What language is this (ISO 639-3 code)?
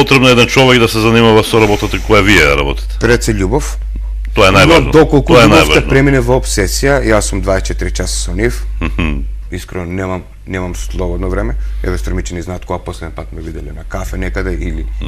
mkd